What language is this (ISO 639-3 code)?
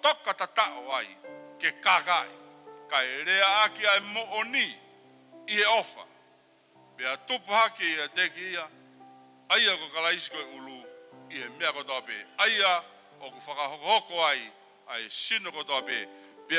ton